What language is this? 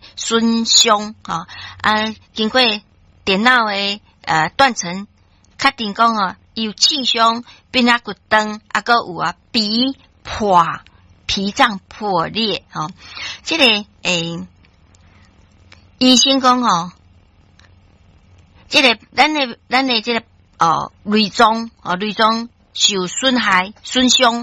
Min Nan Chinese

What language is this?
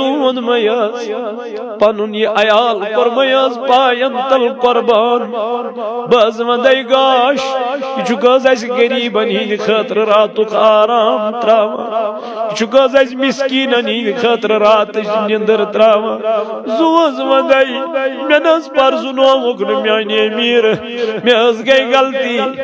Kashmiri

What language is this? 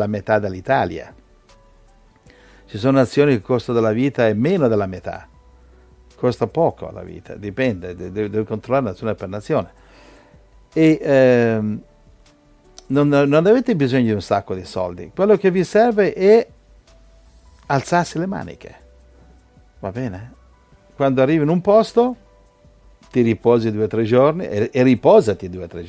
Italian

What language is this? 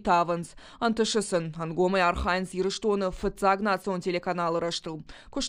Ossetic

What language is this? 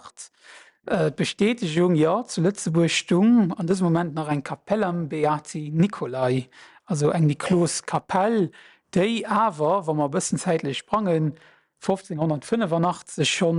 Luxembourgish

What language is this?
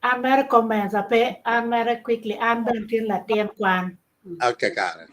Acoli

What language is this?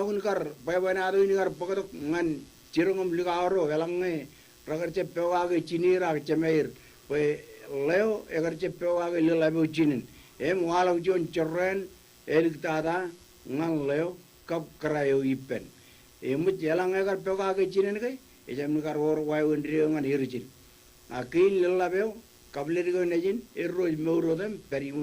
Marshallese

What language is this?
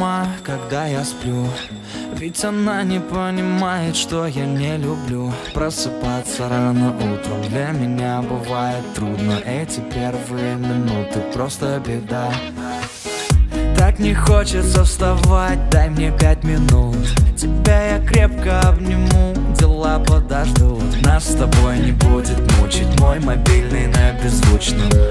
Russian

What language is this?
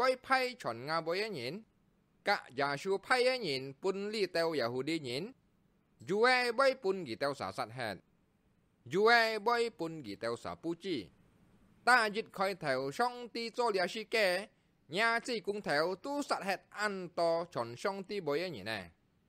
Hakka Chinese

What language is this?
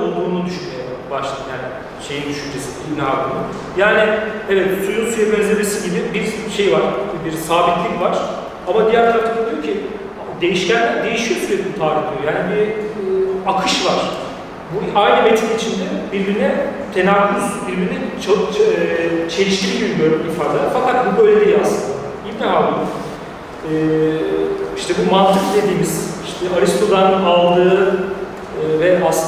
Turkish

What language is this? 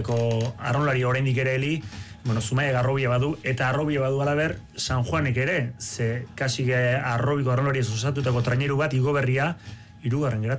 Basque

